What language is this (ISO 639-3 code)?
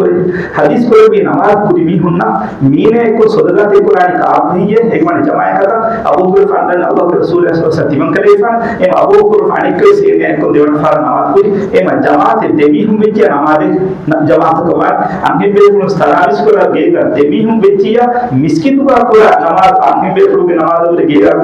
div